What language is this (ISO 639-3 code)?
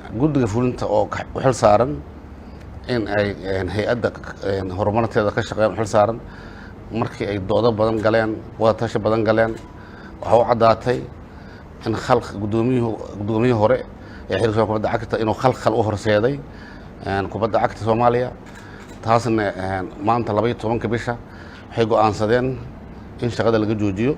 som